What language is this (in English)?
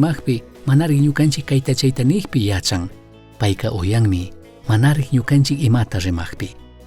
Chimborazo Highland Quichua